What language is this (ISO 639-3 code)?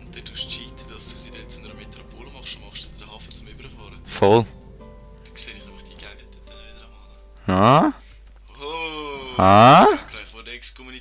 gsw